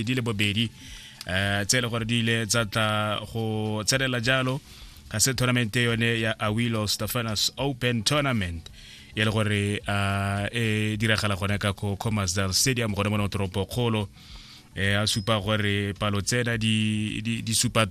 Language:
Tswana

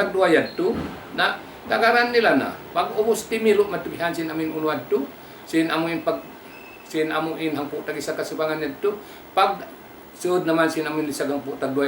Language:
Tausug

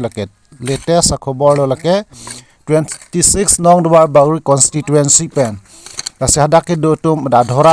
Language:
Karbi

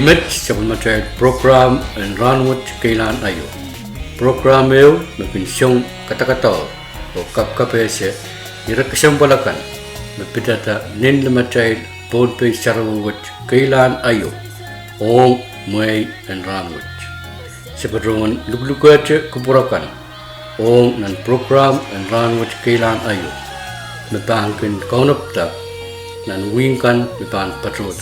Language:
Pohnpeian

